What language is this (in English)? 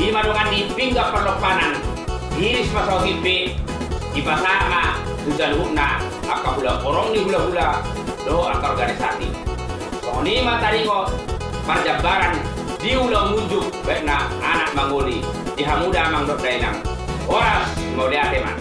Batak Toba